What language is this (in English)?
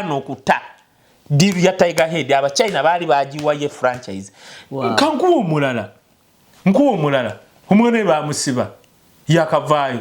Ganda